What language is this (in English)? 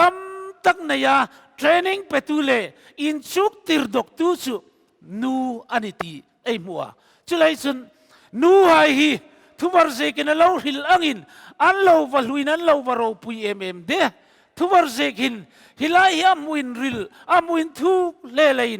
Hmar